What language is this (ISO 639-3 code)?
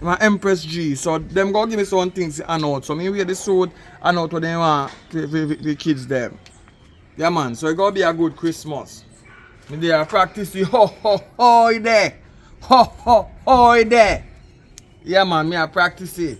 jam